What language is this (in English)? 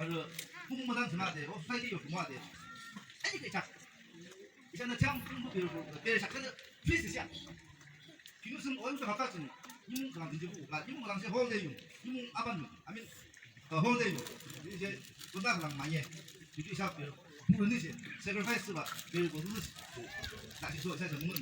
Yimchungru Naga